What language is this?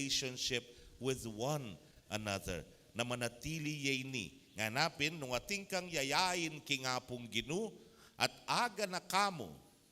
Pampanga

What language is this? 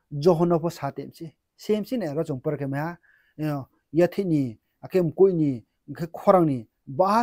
Riang (India)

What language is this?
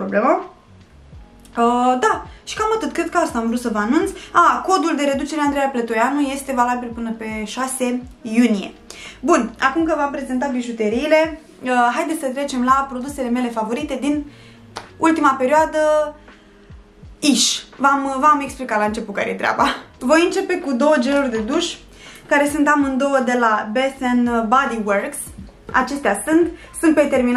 Romanian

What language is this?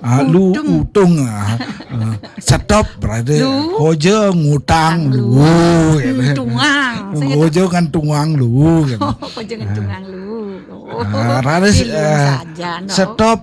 Balinese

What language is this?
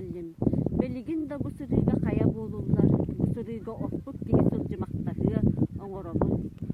Yakut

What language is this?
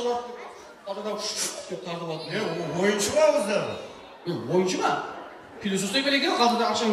Kara-Kalpak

